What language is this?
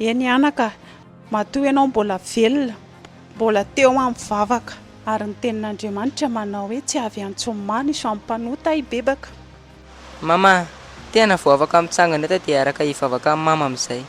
Malagasy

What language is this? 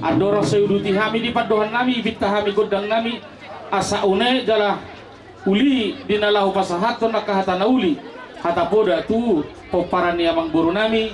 Batak Toba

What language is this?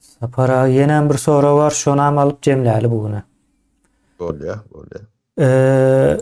Turkmen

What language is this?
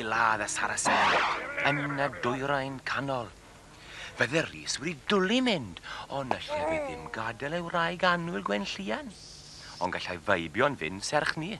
Welsh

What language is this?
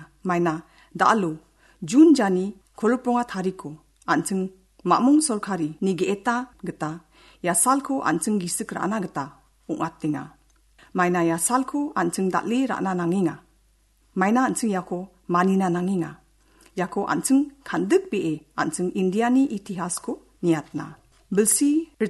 Garo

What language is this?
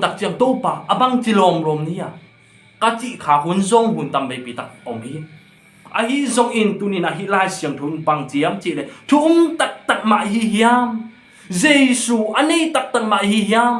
Tedim Chin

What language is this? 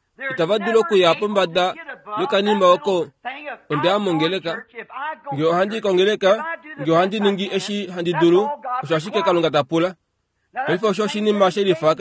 Kuanyama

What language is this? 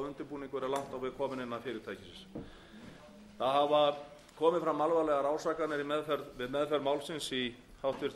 Icelandic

